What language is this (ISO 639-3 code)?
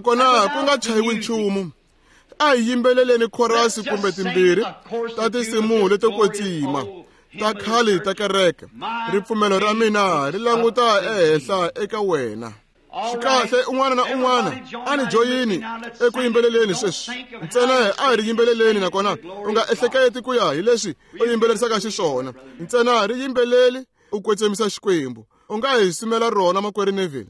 tso